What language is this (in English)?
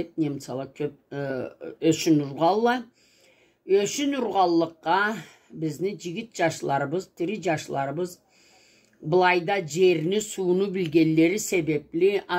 Karachay-Balkar